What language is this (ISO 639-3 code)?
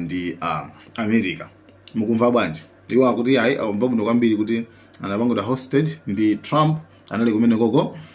nya